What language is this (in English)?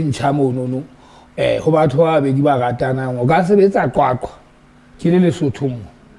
Southern Sotho